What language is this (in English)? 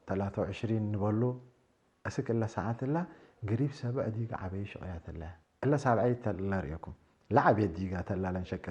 Tigre